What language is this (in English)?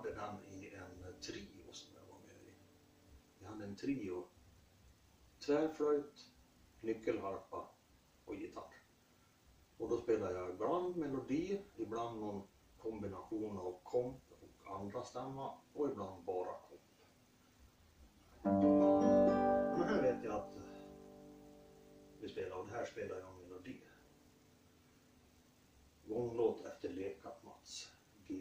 Swedish